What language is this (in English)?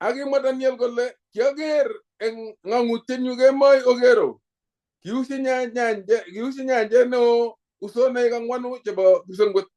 Kalenjin